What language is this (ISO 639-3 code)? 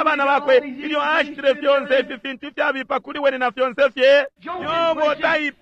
bem